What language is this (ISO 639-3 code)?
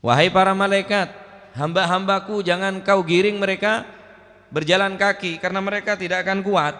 mad